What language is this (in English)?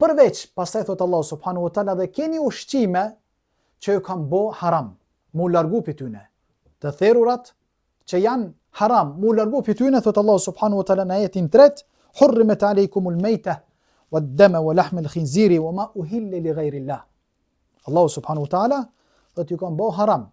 Albanian